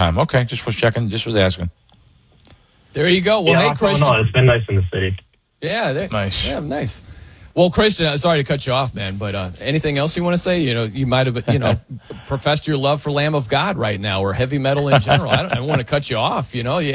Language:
English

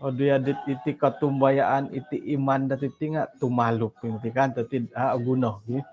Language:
Central Dusun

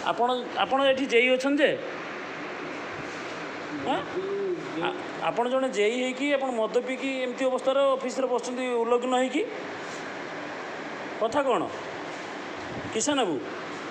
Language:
Odia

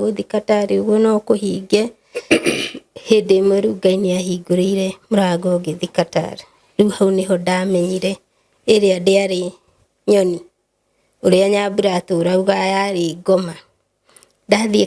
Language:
Kikuyu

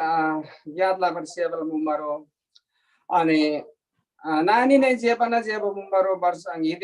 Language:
Eastern Tamang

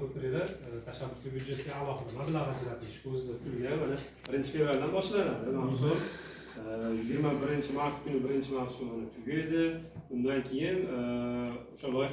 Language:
Uzbek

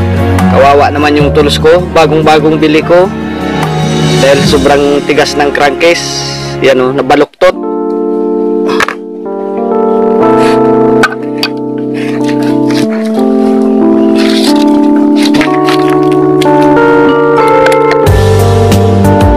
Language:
Filipino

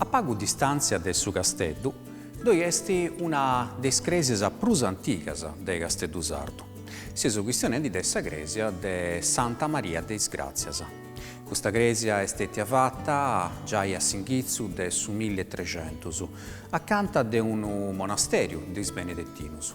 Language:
Sardinian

